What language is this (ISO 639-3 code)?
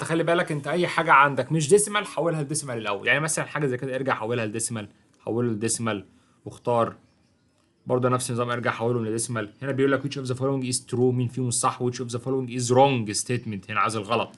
arz